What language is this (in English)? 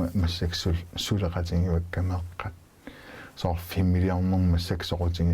Kalaallisut